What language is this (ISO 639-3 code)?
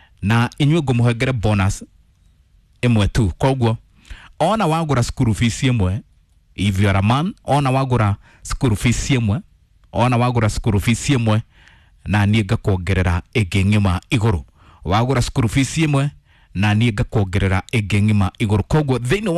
kik